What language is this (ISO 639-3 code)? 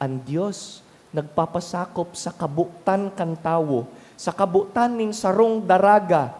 bik